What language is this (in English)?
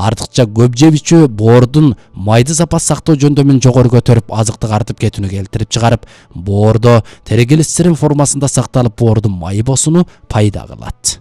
Kyrgyz